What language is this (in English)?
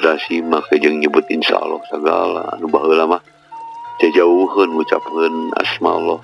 Sundanese